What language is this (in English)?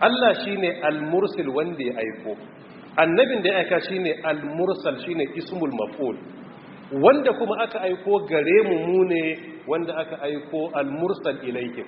Hausa